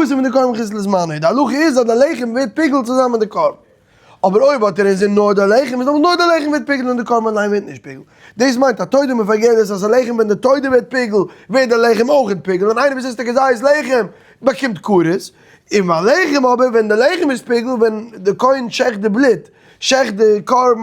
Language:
Yiddish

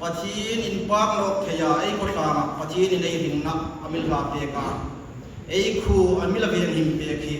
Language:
Hmar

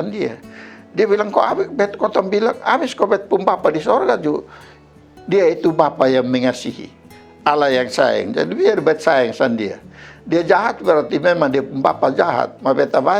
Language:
Kupang Malay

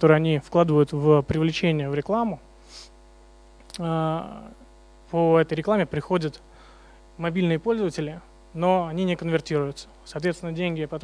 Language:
Russian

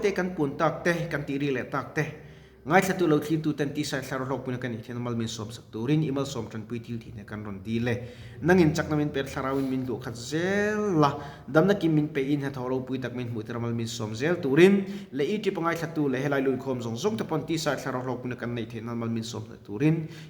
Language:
Mizo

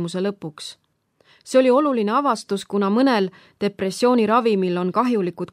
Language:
Estonian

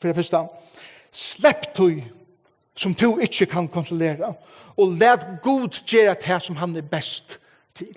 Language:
Faroese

